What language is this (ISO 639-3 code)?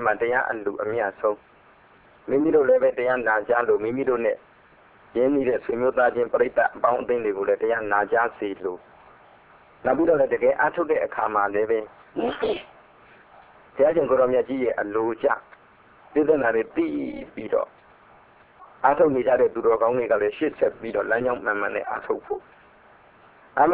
mya